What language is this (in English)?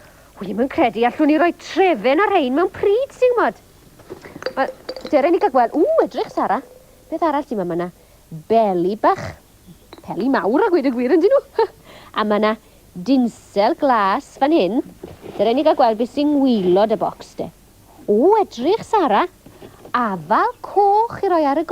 Welsh